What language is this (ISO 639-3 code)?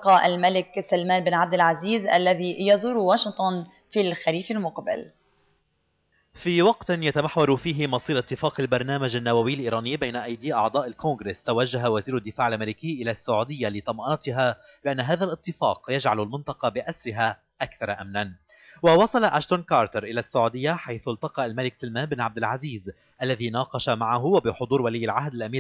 apc